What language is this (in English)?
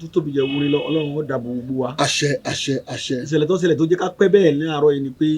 Yoruba